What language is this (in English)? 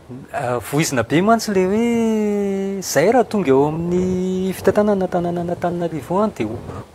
Malagasy